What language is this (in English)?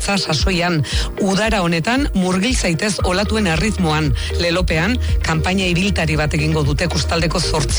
Basque